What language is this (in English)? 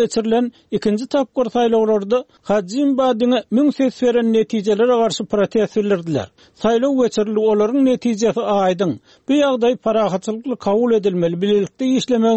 Turkmen